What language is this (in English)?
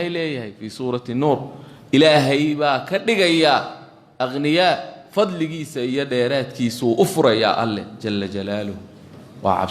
Somali